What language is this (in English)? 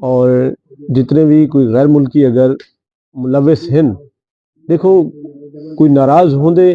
Saraiki